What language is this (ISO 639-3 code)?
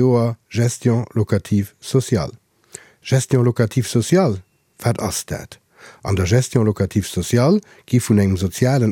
ltz